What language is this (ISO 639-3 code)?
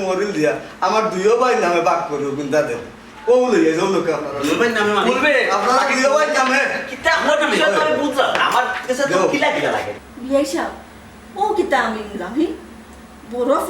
syl